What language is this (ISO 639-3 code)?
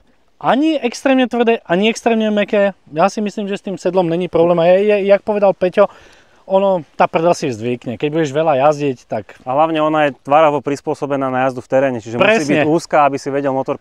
slk